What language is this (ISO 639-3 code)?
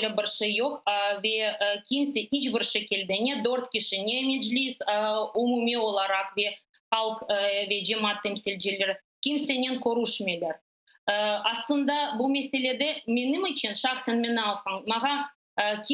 crh